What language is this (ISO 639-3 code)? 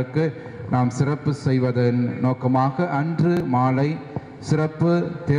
tam